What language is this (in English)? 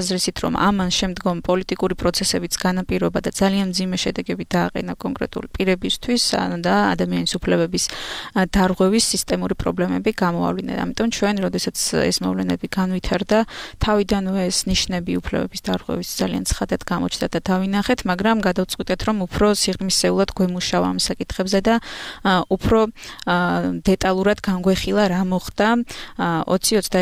Georgian